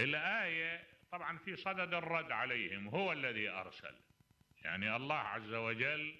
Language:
Mesopotamian Arabic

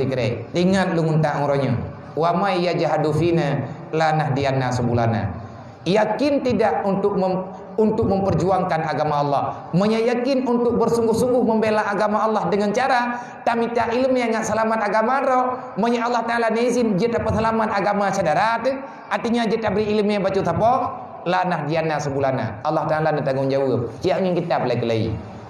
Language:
Achinese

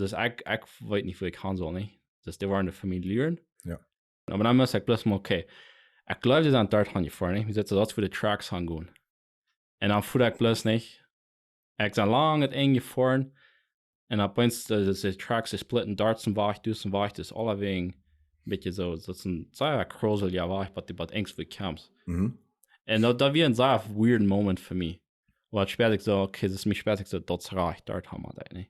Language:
Plautdietsch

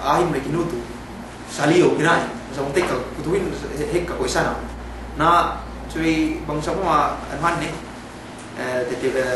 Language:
Yakan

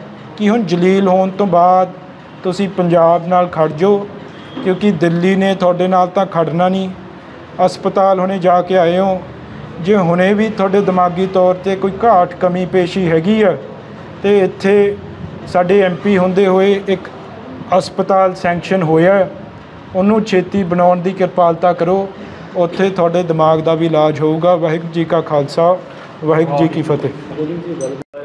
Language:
Punjabi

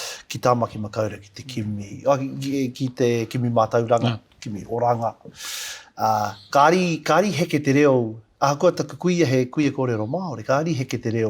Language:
Māori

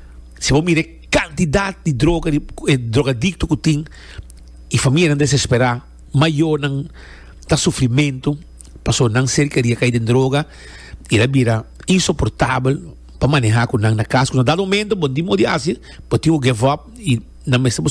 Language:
Papiamento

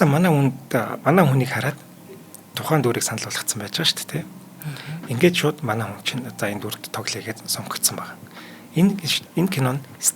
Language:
Mongolian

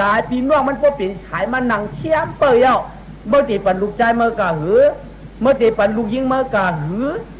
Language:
Shan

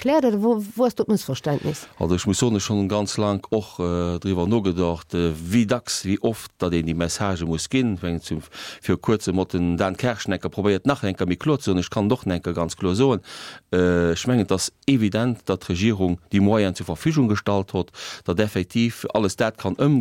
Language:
Luxembourgish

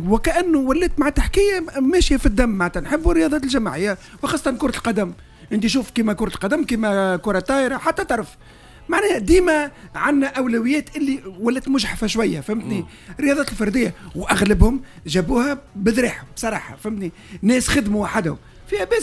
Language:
Tunisian Arabic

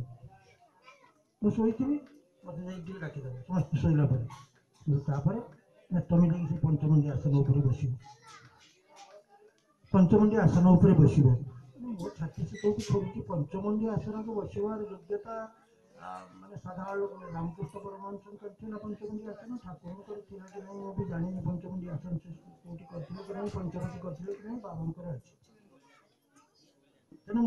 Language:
Odia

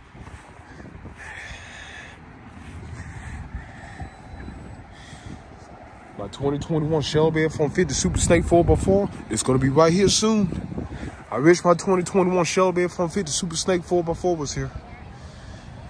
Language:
English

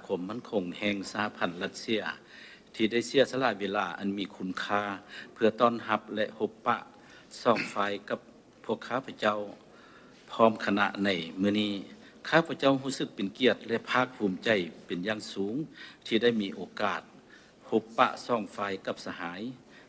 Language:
Lao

